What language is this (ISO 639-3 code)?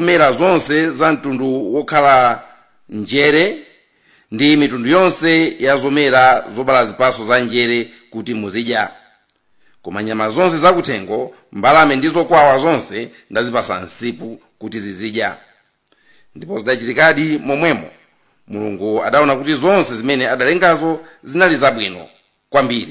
nya